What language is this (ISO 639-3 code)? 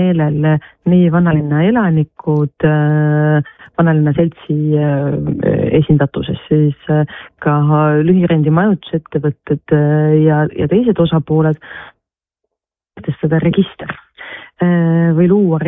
est